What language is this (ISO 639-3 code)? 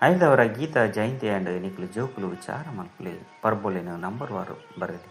tcy